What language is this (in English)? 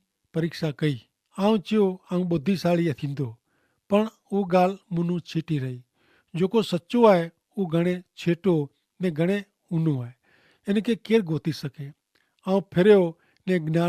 Kachhi